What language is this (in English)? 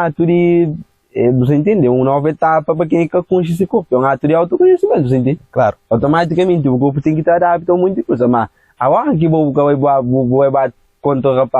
Kabuverdianu